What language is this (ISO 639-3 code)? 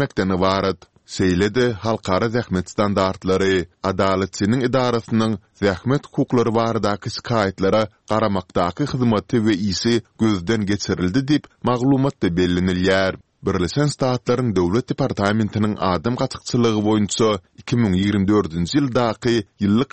tuk